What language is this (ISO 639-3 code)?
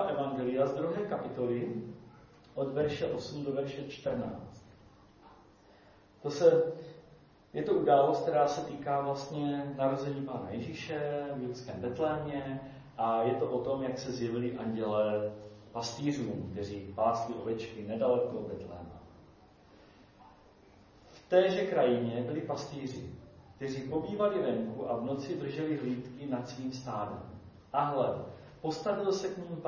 ces